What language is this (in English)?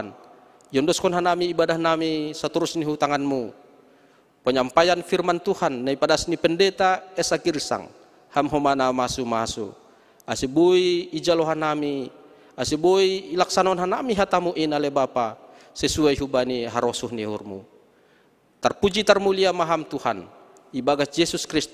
Batak Simalungun